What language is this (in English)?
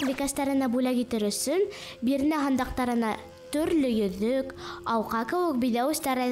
Bashkir